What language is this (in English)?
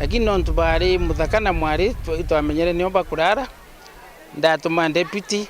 Meru